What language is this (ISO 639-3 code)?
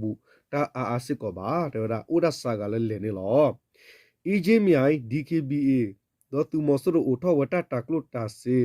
ksw